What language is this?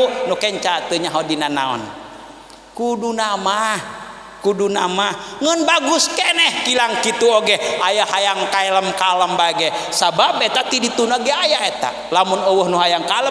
Sundanese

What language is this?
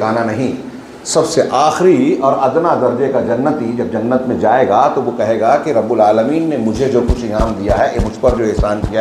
Hindi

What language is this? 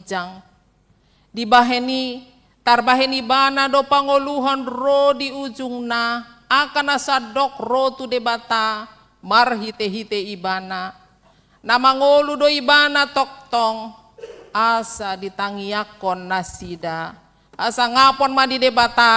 Batak Toba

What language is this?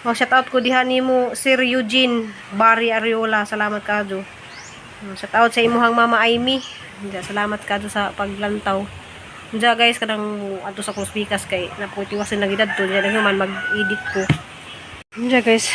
Cebuano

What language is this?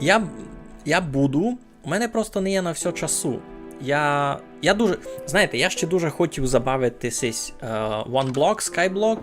Rusyn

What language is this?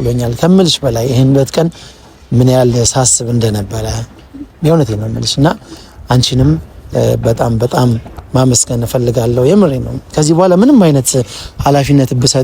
Amharic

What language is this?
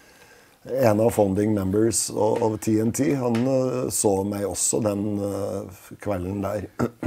Norwegian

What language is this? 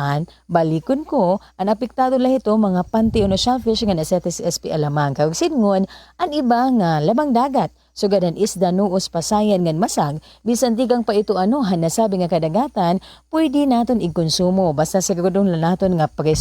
Waray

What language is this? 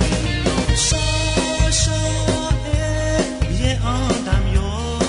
Akha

